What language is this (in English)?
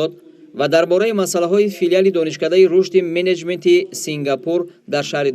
Tajik